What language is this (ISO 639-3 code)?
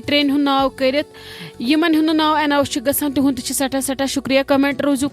kas